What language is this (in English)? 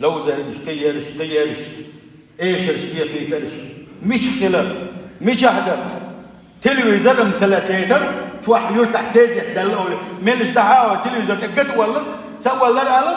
Chechen